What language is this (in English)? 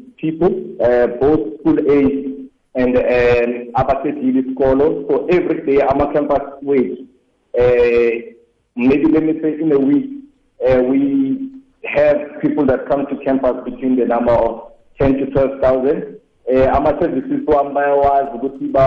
South Ndebele